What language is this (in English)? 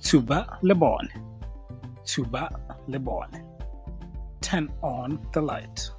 Tswana